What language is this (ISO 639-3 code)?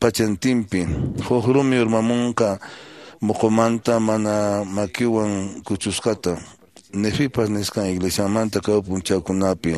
que